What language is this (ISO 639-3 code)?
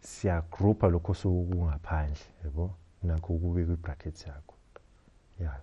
zul